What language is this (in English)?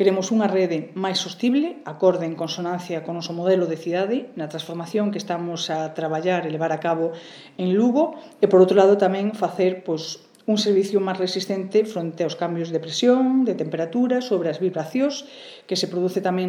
Galician